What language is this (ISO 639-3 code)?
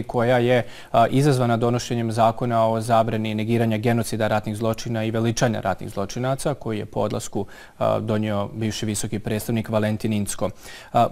bos